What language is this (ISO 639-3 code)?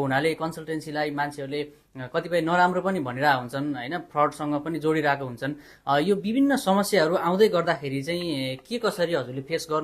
nep